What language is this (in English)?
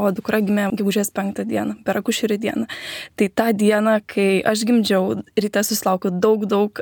Lithuanian